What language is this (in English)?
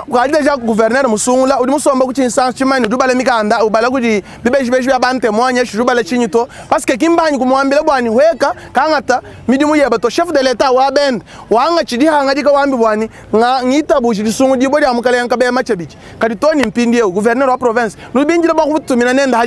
Luba-Lulua